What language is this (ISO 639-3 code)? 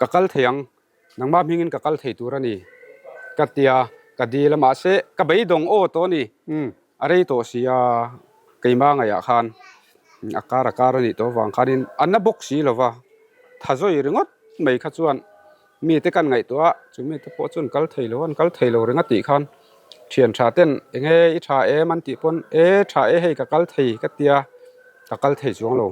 lus